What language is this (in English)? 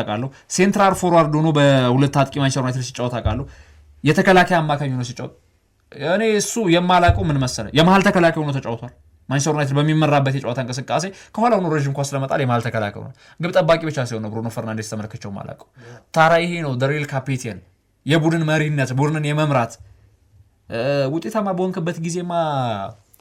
Amharic